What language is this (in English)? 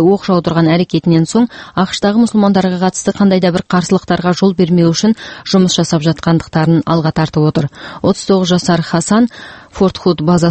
Kazakh